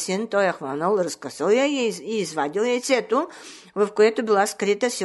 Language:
Bulgarian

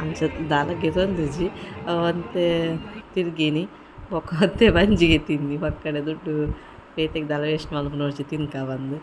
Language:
Tulu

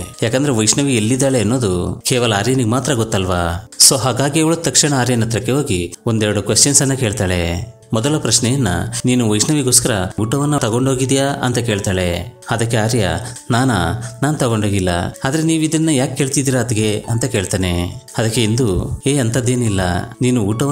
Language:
Kannada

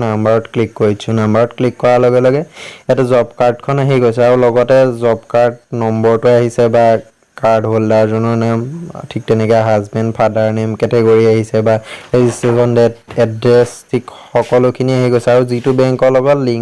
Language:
Assamese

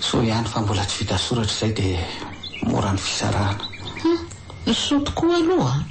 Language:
Malagasy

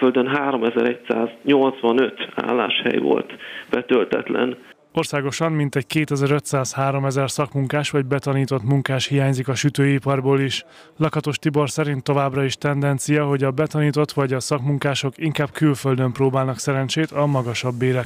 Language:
Hungarian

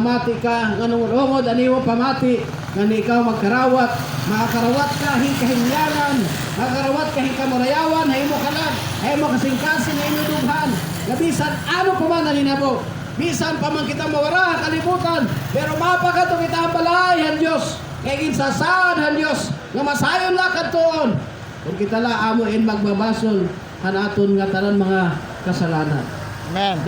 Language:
Waray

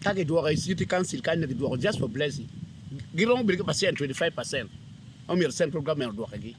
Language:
Acoli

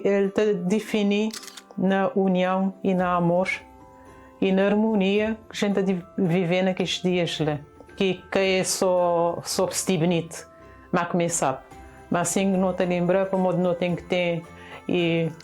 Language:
Kabuverdianu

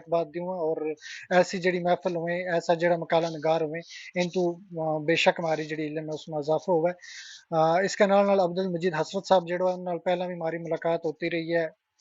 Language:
Gujari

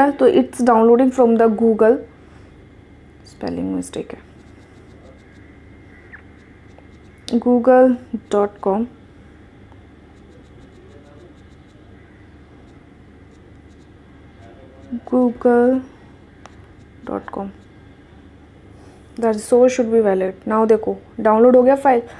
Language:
Hindi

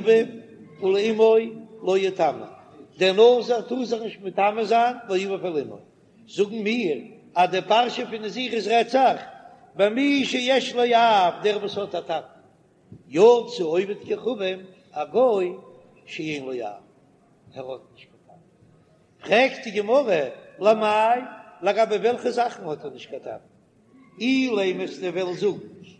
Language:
Yiddish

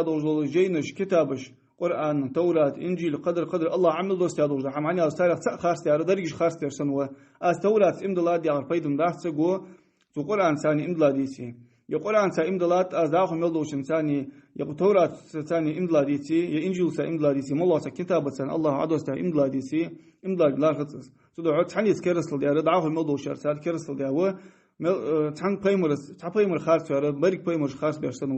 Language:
Ingush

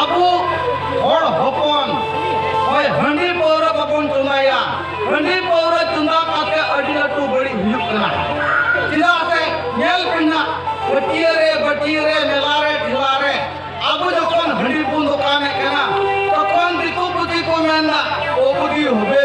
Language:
Santali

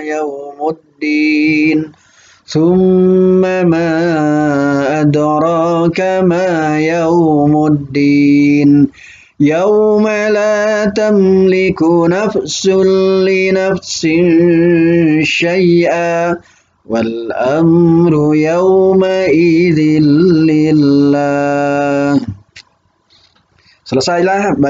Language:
Indonesian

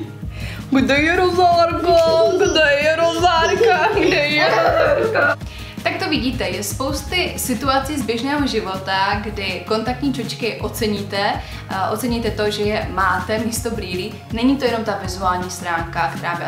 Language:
Czech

